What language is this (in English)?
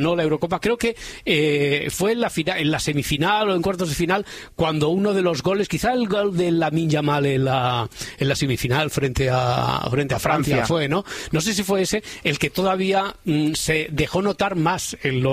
Spanish